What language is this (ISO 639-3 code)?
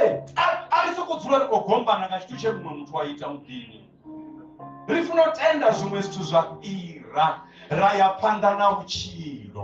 ven